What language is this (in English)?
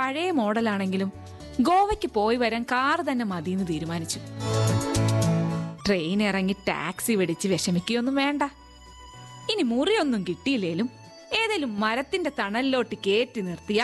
Malayalam